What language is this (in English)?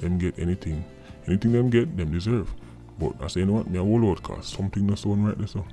Jamaican Creole English